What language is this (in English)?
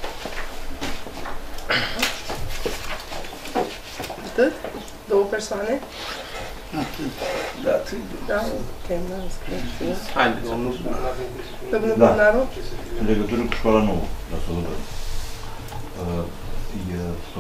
Romanian